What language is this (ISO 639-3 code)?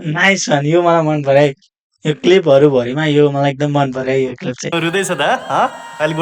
nep